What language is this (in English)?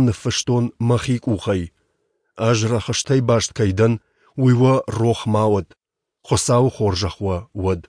Ossetic